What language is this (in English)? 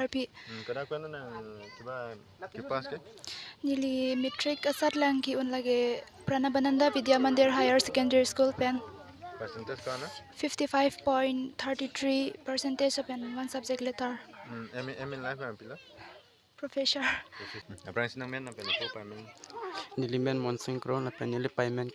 Karbi